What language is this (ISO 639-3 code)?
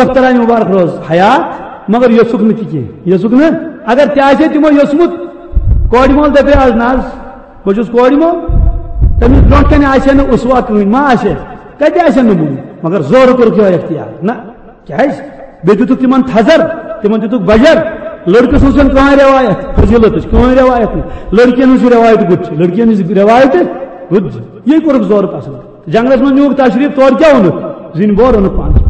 kas